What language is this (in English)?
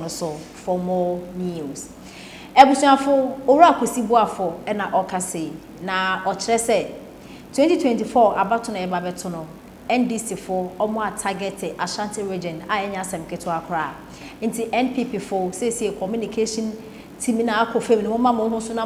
Akan